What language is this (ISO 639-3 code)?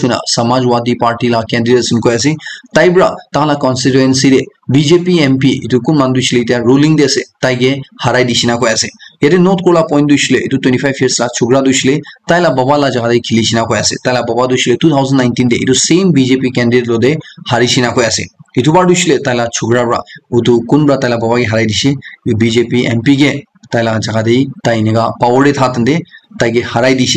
nag